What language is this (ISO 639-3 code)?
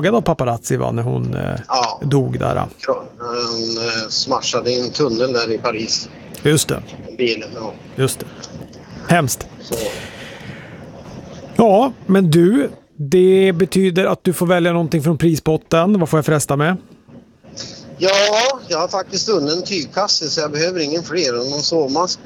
swe